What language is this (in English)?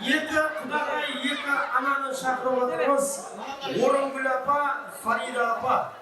Kara-Kalpak